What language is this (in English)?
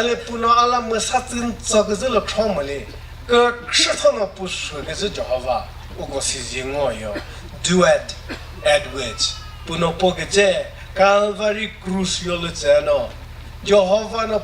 Chokri Naga